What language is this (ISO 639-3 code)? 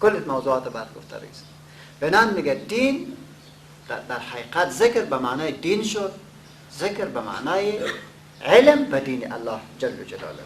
fas